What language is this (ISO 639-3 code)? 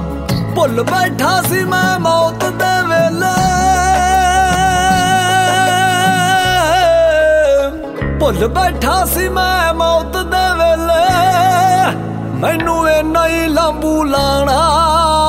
pan